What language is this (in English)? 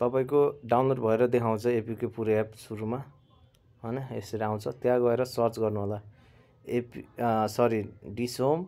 Nepali